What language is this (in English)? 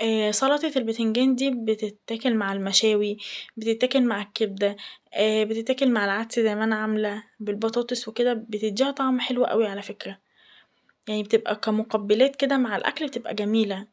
Egyptian Arabic